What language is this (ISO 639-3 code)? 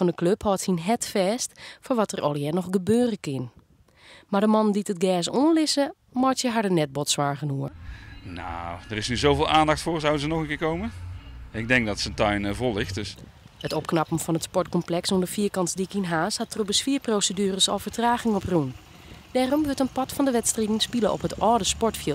fry